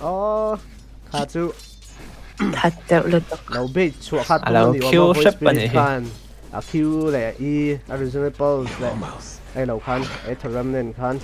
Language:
Mizo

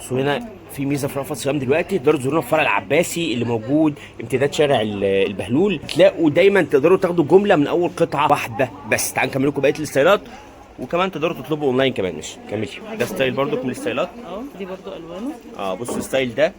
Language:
Egyptian Arabic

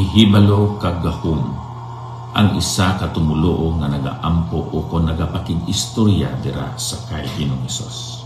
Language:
Hiligaynon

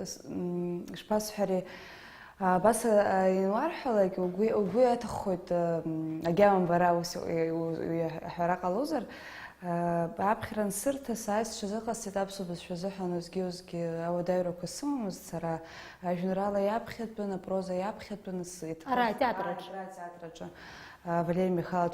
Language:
Abkhazian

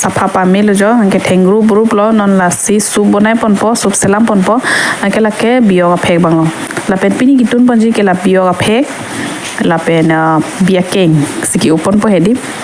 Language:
Karbi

